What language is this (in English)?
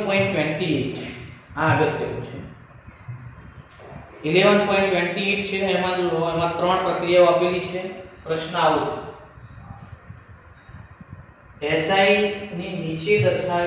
Gujarati